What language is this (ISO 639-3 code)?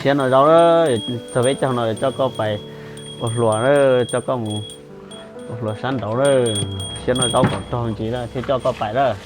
hmn